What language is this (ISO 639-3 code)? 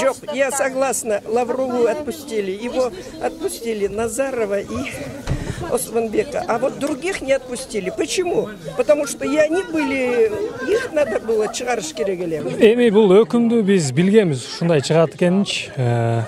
kir